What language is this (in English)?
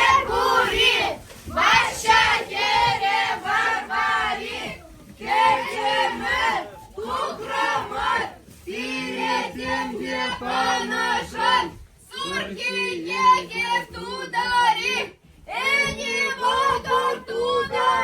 Chuvash